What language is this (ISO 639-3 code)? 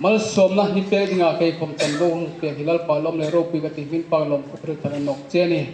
hmr